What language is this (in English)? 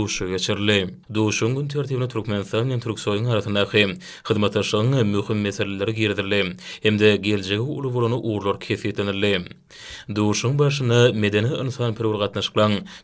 Turkmen